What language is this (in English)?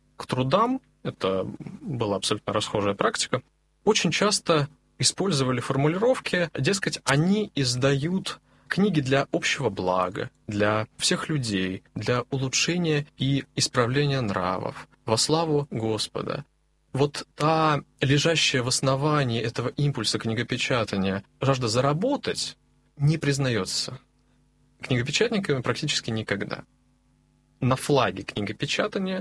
Russian